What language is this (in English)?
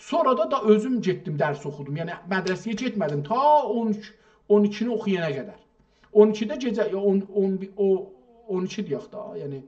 South Azerbaijani